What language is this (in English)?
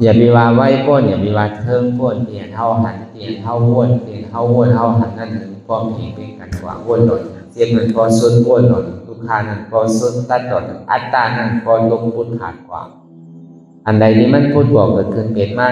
Shan